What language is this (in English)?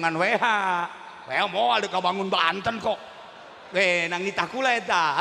Sundanese